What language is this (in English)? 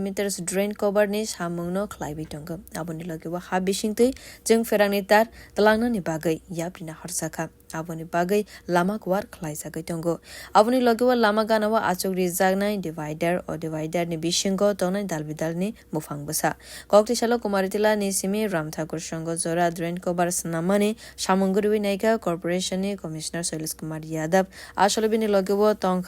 Kok Borok